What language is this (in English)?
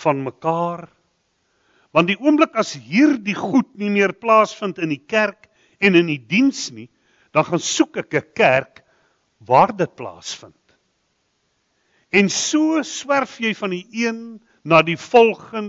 Afrikaans